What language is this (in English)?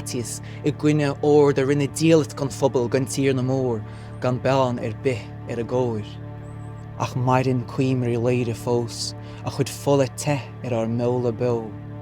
Irish